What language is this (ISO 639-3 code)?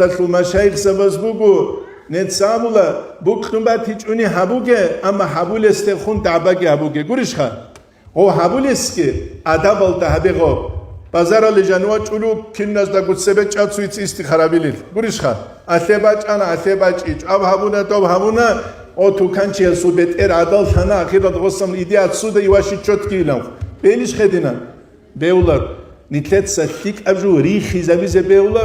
ava